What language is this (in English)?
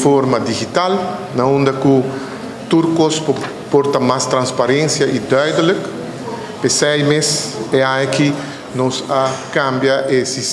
Papiamento